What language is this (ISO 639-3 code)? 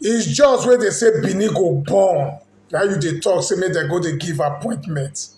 pcm